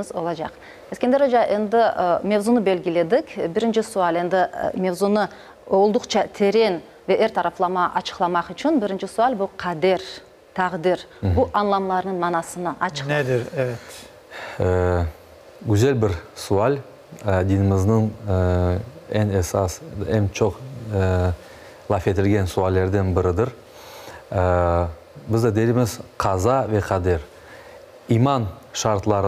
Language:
Crimean Tatar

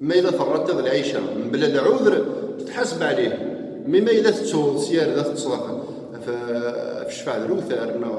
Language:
Kabyle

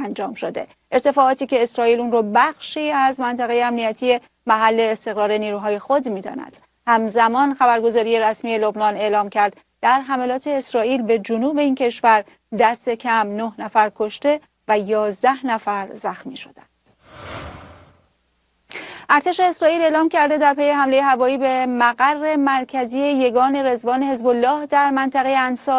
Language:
Persian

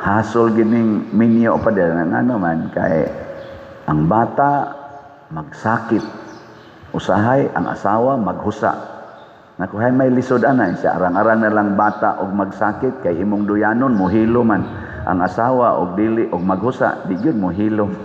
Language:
Cebuano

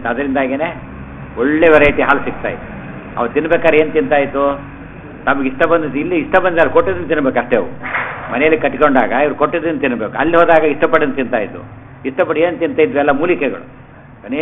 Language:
Kannada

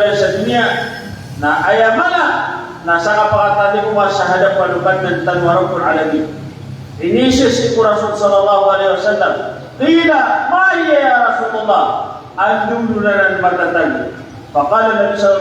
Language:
Maranao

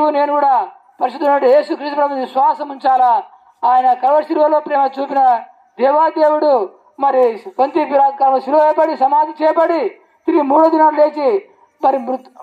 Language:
Telugu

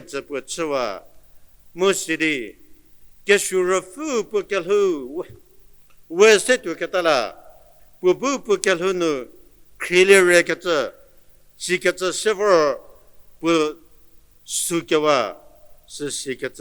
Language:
Angami Naga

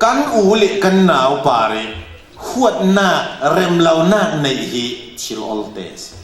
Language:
Falam Chin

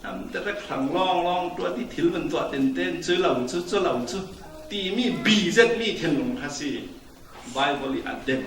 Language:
Falam Chin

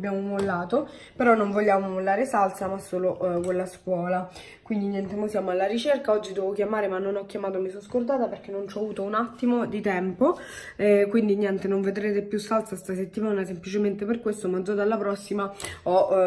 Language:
Italian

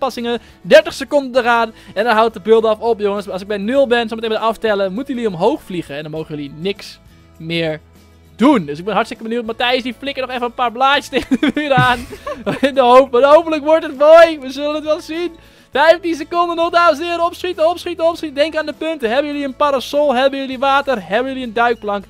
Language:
Dutch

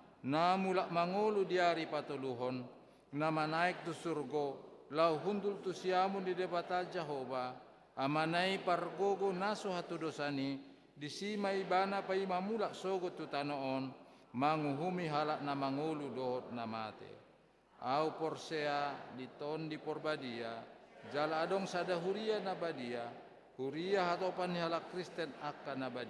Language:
Batak Toba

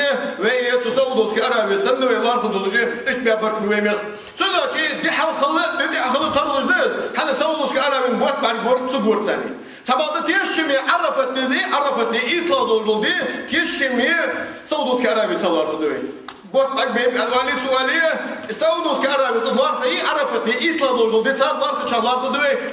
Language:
Ingush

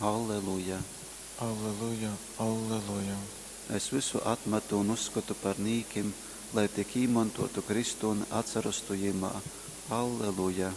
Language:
Latgalian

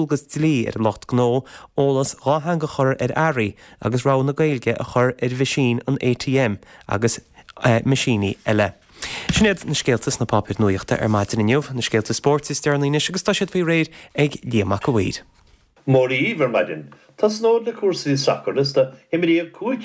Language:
Irish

